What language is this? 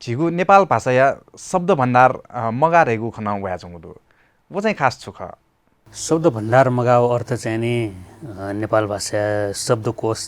Newari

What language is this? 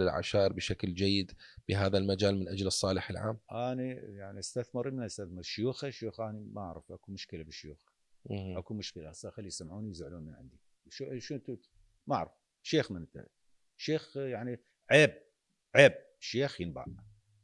Mesopotamian Arabic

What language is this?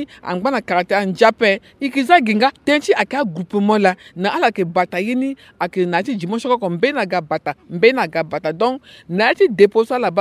Sango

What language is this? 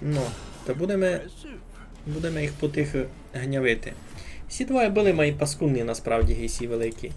Rusyn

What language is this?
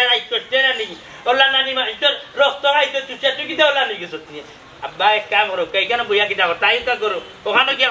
Sylheti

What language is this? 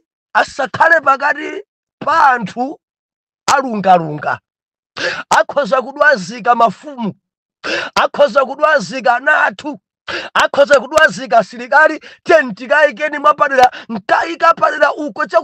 Nyanja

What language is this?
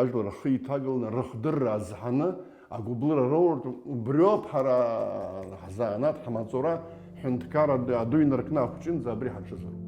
Abkhazian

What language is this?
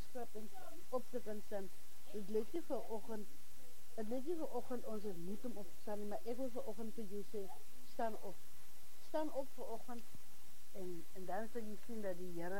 Afrikaans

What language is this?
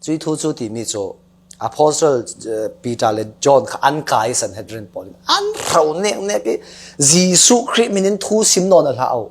Falam Chin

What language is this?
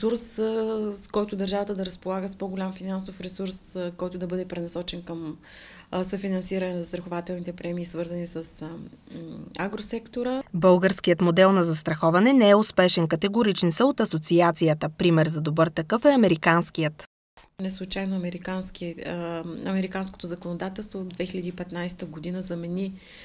Bulgarian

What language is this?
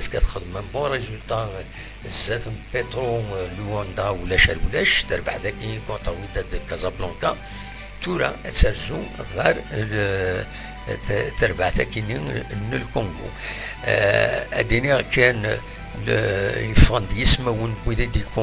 Kabyle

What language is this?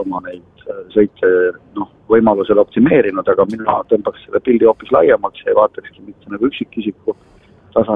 Estonian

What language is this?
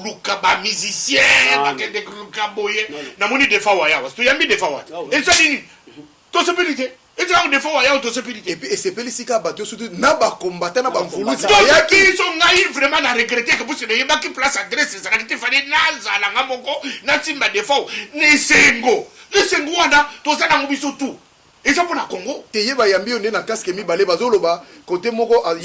Lingala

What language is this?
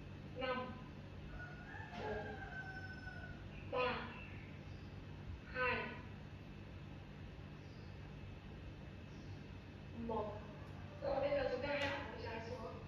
Vietnamese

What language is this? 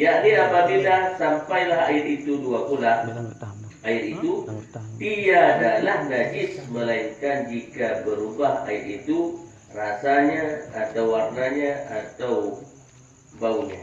Achinese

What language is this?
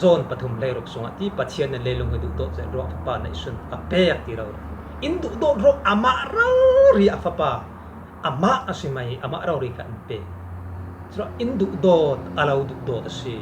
Falam Chin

